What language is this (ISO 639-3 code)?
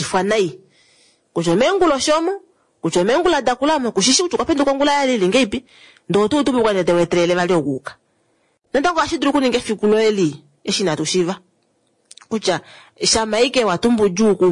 kua